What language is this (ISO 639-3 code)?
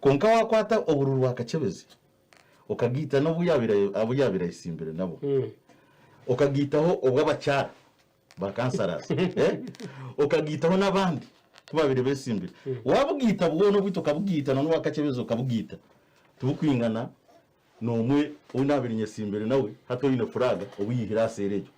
nyn